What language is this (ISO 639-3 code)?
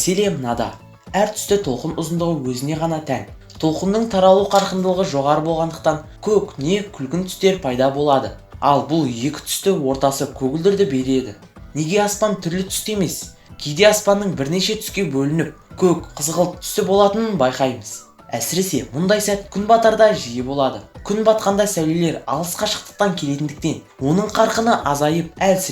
kaz